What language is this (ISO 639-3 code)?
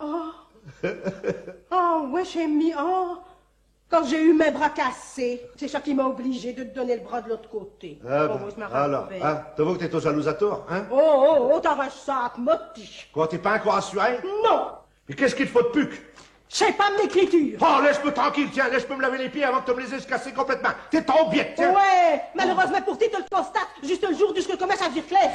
pcd